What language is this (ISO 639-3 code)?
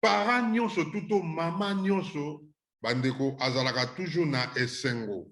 lin